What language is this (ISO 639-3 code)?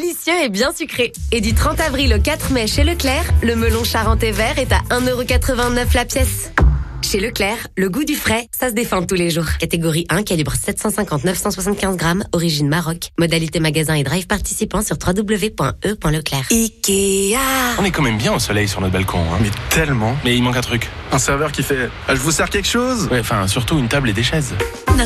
fra